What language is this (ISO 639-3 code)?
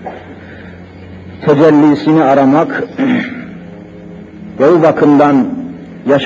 tur